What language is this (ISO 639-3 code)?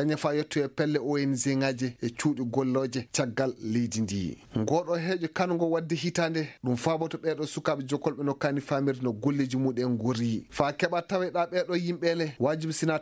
ffm